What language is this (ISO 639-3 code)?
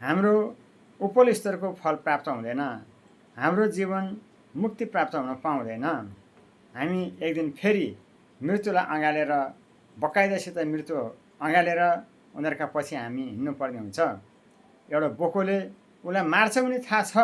nep